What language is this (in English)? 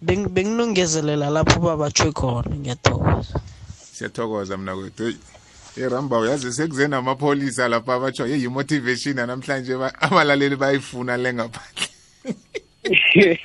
South Ndebele